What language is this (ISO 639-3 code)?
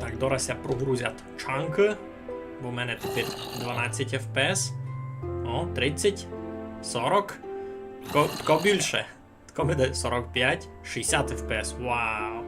rue